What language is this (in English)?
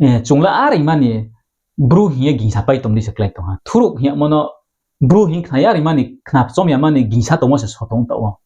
Riang (India)